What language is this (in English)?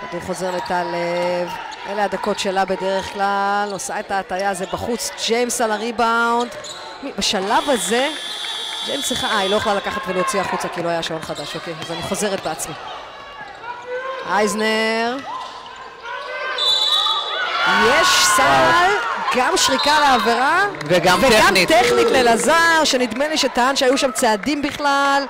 Hebrew